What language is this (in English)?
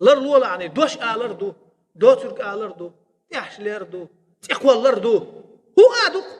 Chechen